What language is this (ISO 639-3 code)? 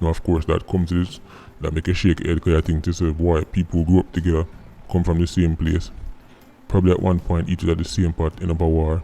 jam